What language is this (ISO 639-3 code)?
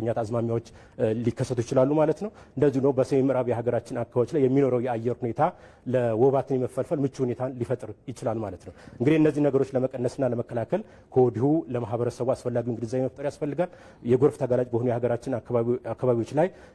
amh